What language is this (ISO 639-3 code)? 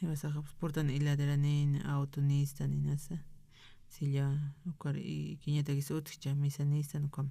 aym